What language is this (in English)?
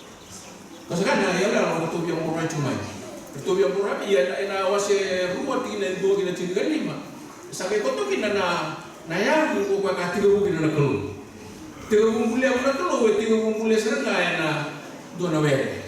Fijian